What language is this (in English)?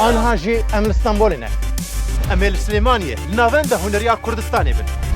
Kurdish